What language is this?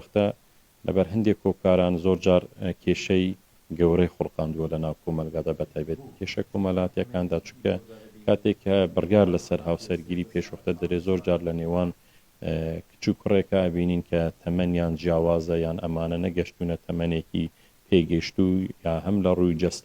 Central Kurdish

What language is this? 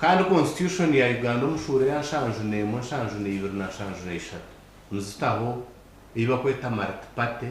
Nyankole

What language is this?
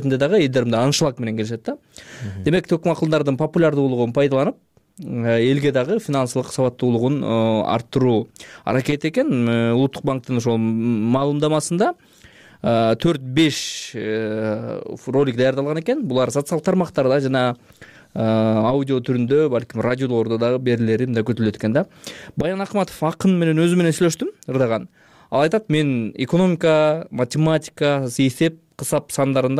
Kyrgyz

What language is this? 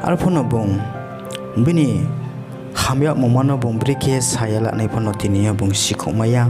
Riang (India)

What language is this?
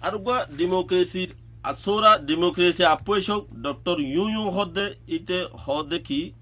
Rohingya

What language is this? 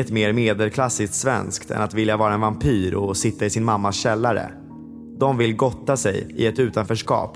Swedish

